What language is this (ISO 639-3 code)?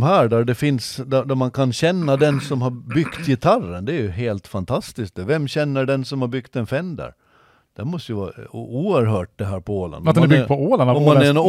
swe